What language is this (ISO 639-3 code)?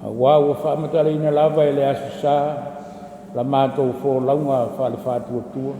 smo